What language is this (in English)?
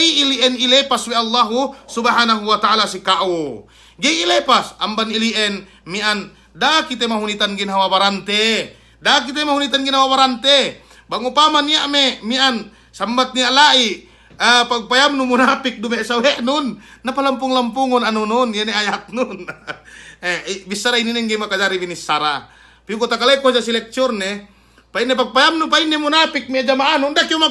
Yakan